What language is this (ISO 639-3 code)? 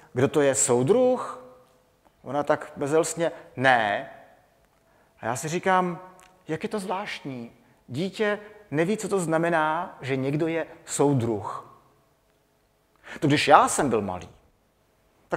ces